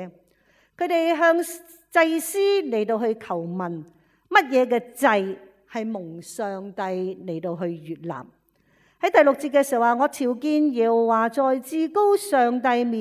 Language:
Cantonese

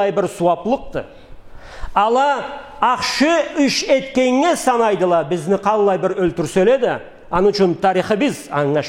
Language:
Karachay-Balkar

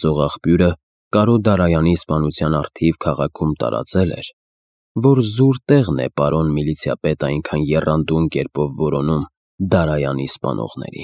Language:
Armenian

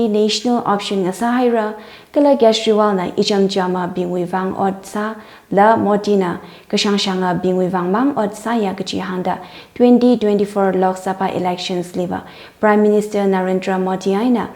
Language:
Tangkhul Naga (India)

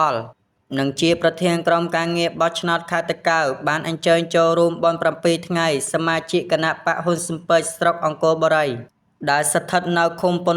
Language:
Khmer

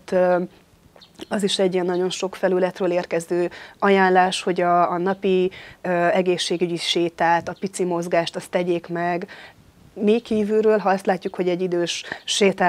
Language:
Hungarian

